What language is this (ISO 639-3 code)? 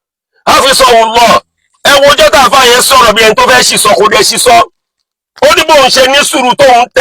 yor